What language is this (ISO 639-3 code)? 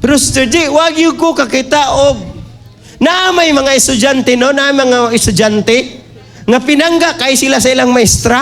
ceb